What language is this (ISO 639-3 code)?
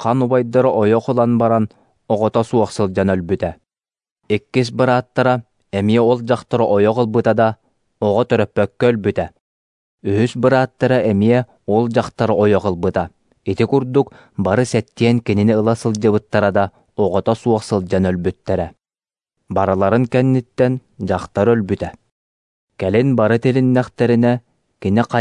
sah